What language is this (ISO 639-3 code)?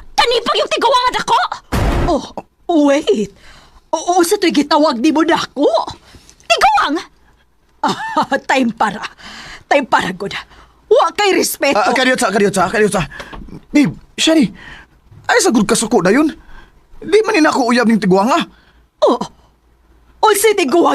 ceb